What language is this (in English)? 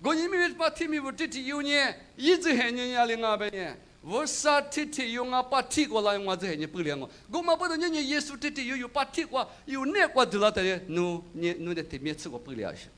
Lisu